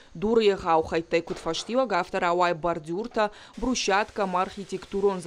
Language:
Ossetic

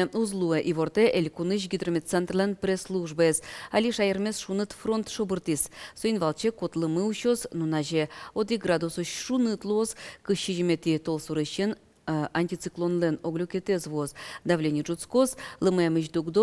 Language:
Udmurt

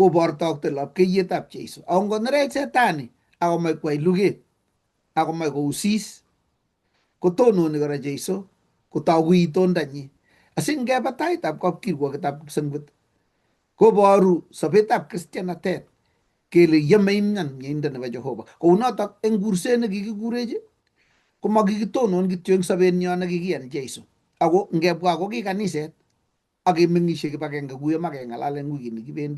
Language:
Kalenjin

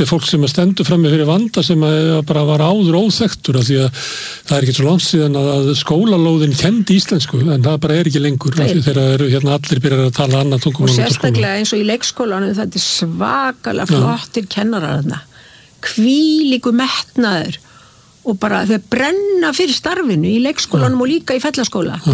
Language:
Icelandic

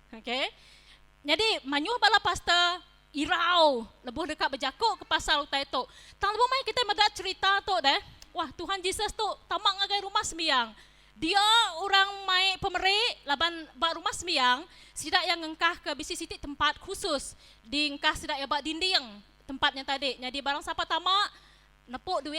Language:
Iban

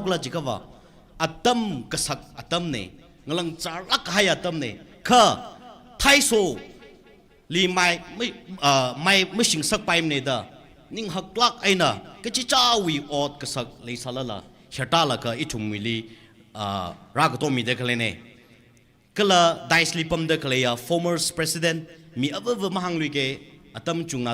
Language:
Tangkhul Naga (India)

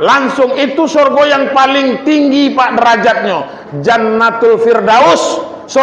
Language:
Minangkabau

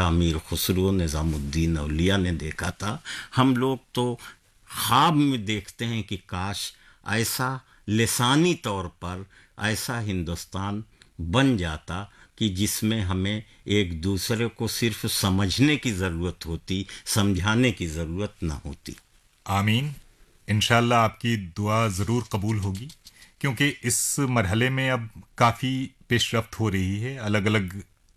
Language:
Urdu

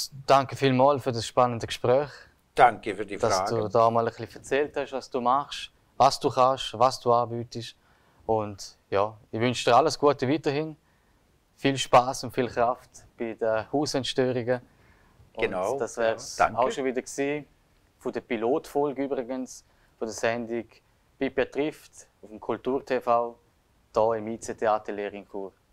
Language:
Swiss German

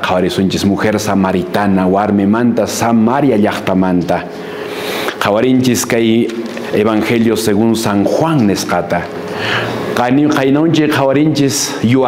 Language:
Quechua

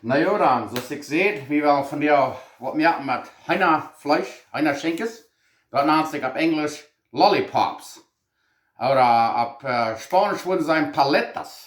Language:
Plautdietsch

